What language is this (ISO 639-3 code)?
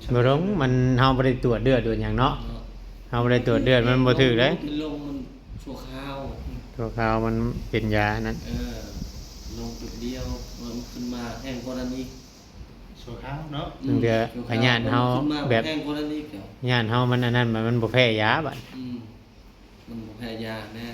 tts